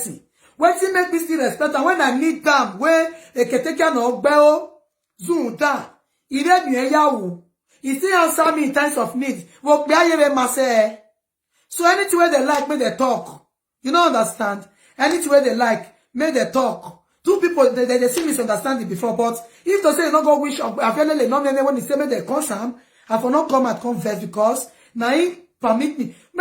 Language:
Nigerian Pidgin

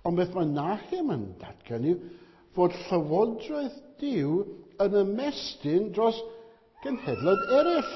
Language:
Welsh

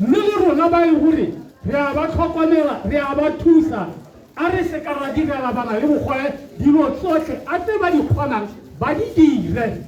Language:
Tswana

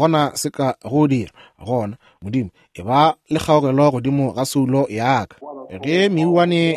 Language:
Northern Sotho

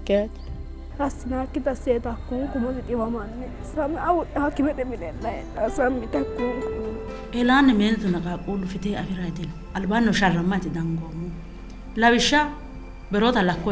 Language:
Sidamo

